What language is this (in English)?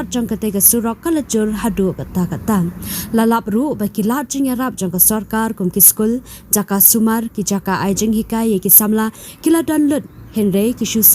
Khasi